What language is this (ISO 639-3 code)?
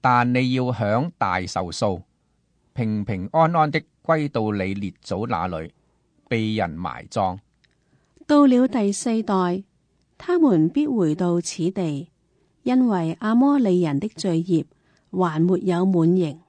yue